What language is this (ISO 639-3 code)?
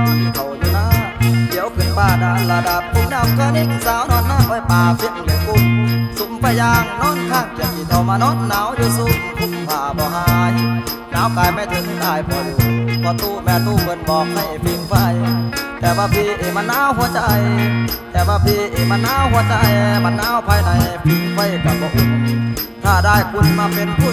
tha